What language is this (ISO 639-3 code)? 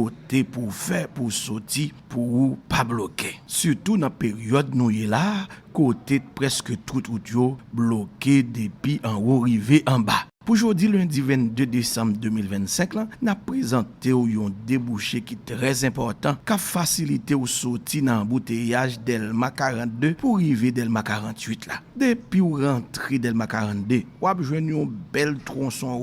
hat